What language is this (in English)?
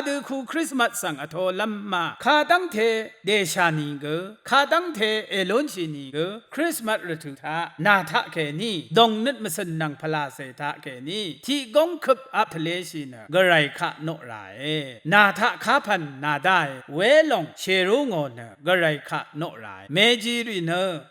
Rawang